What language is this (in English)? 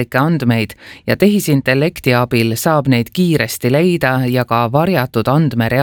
Estonian